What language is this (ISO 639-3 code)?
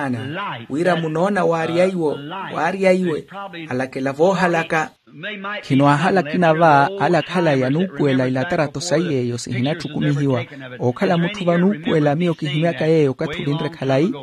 vmw